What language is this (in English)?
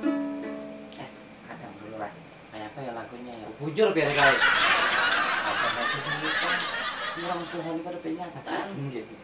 Banjar